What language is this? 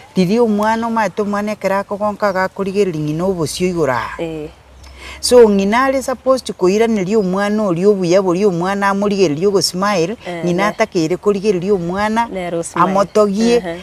Gusii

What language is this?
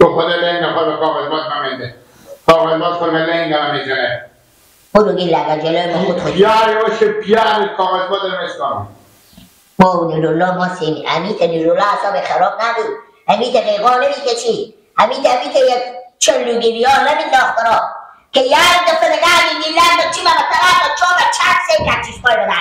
Persian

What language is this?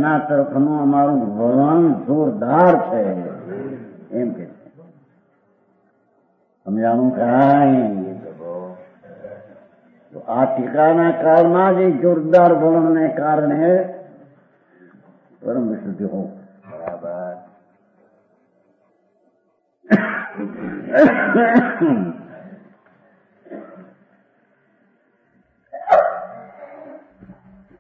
Gujarati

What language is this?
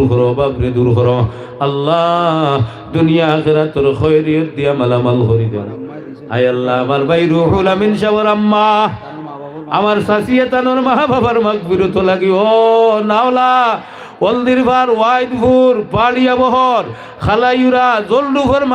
Sylheti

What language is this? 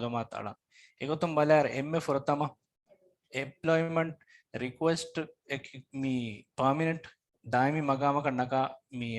Divehi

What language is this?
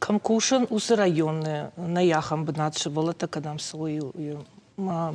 Ossetic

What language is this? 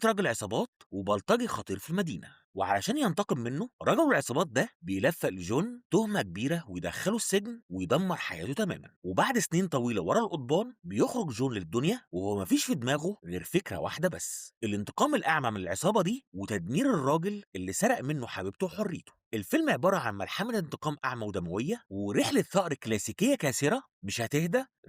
Egyptian Arabic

